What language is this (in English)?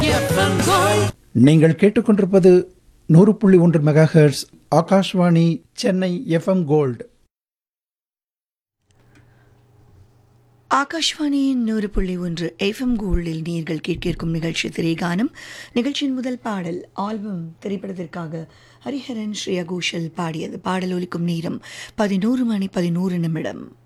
Tamil